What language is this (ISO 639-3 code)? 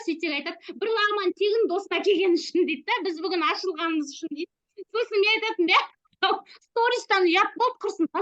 kaz